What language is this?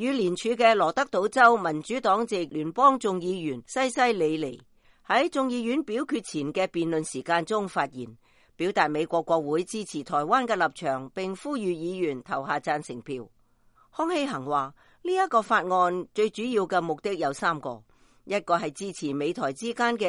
Cantonese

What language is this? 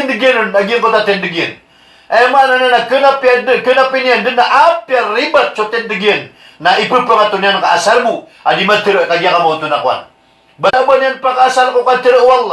Maranao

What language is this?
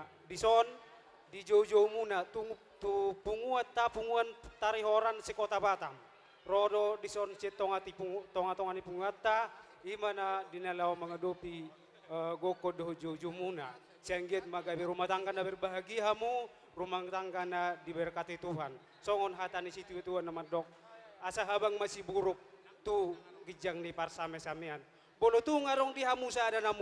Batak Toba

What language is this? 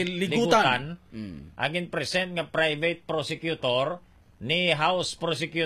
Hiligaynon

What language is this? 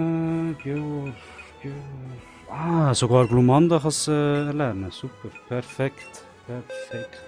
Swiss German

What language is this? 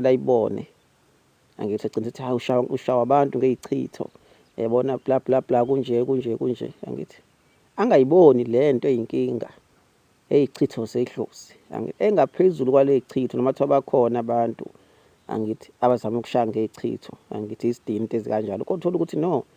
Zulu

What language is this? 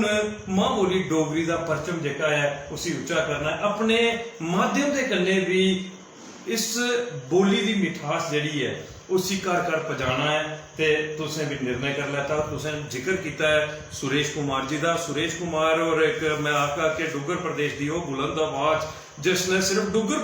Dogri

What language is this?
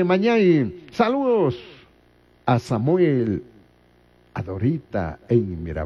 Chimborazo Highland Quichua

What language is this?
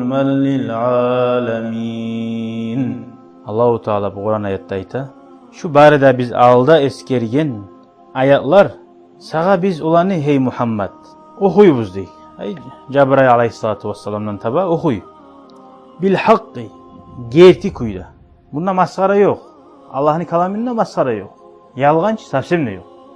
Kumyk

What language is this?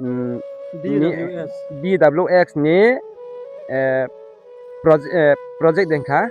Riang (India)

